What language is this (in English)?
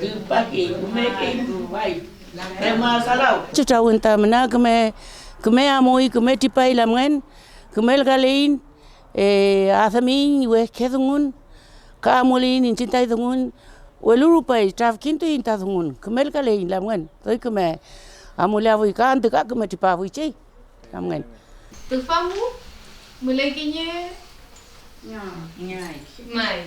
Mapuche